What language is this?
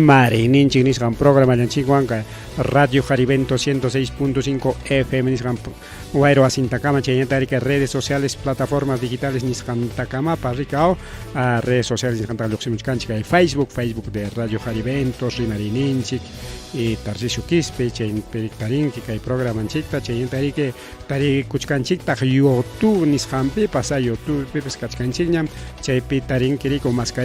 Ayacucho Quechua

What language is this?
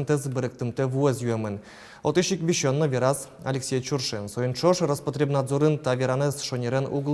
Udmurt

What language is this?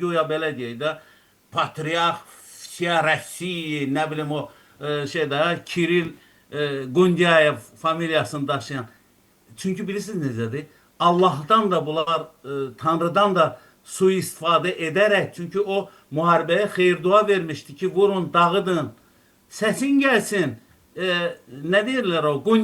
Azerbaijani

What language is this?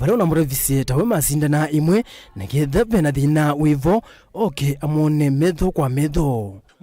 Kamba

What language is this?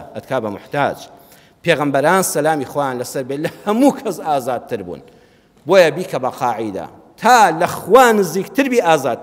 Central Kurdish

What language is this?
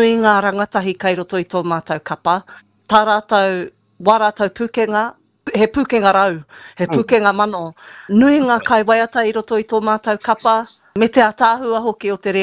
Māori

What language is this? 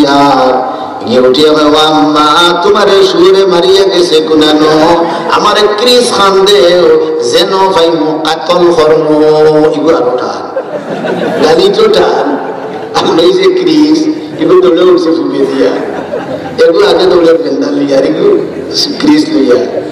Sylheti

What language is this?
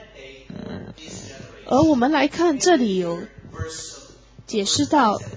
Chinese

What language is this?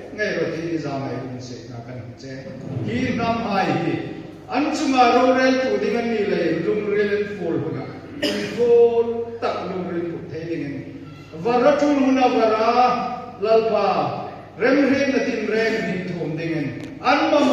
Hmar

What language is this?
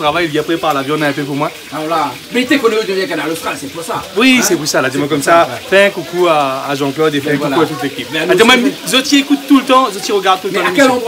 Réunion Creole French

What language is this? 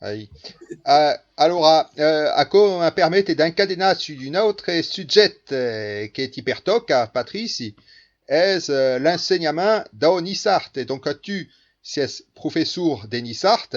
Occitan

